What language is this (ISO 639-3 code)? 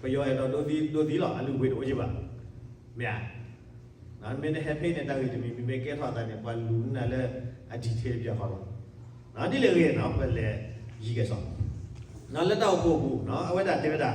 ksw